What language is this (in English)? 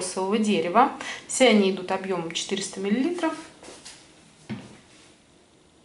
Russian